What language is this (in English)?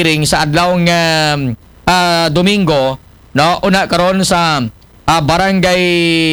Aklanon